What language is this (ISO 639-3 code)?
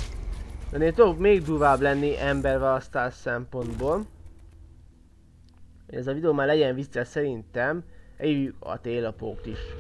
hun